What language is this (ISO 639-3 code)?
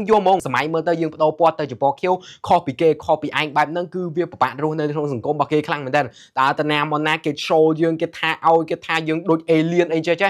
khm